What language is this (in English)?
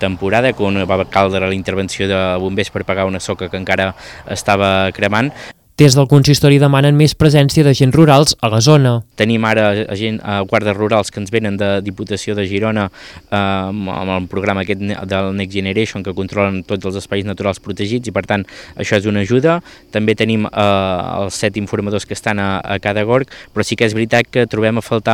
Catalan